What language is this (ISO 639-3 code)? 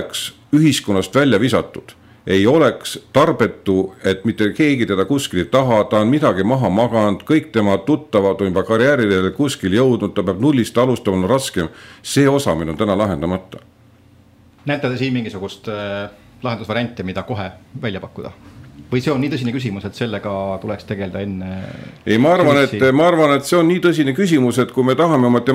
est